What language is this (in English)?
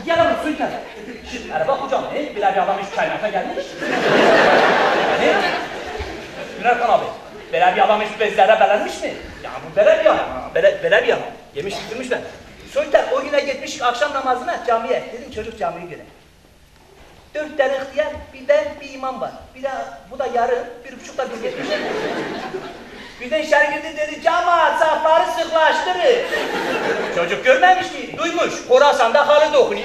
Turkish